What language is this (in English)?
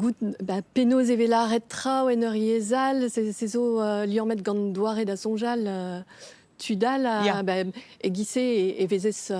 Breton